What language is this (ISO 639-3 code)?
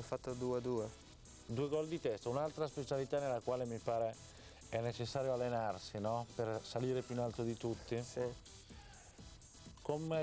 ita